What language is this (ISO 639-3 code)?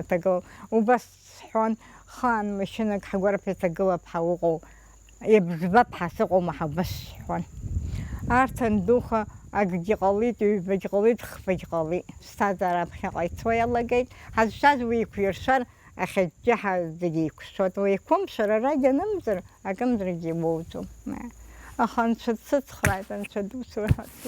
abk